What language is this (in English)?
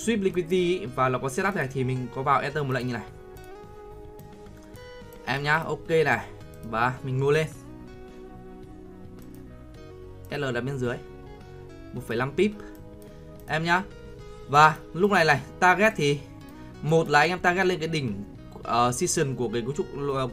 Vietnamese